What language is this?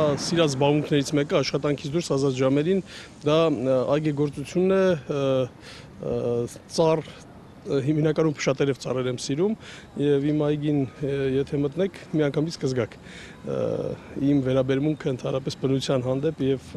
Armenian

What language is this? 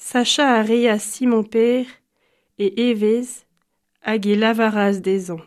Breton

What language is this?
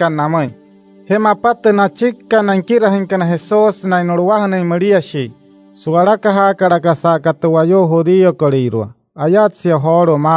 Wayuu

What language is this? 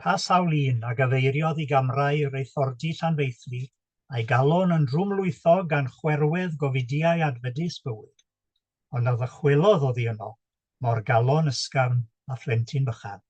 Welsh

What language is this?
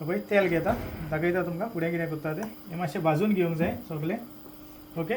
Konkani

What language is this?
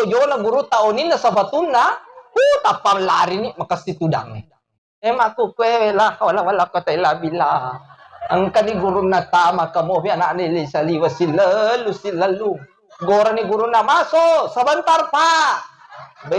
Buginese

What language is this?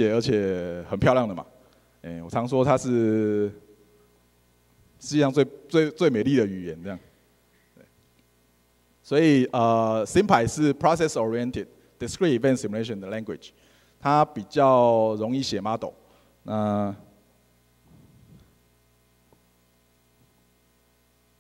Chinese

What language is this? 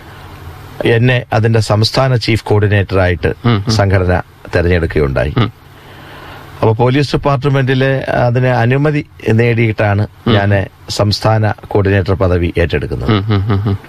Malayalam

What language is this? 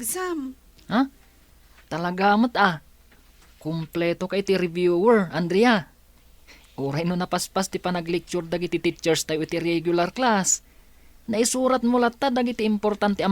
Iloko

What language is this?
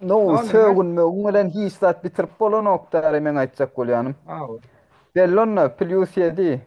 Turkmen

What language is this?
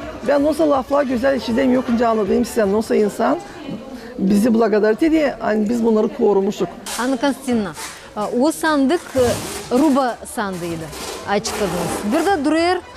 Gagauz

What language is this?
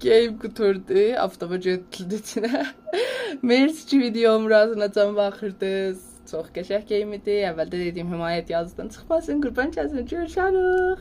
South Azerbaijani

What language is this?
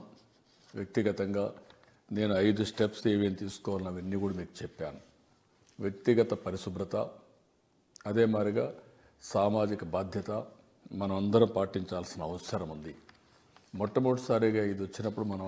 Telugu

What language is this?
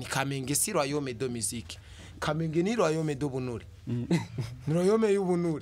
Rundi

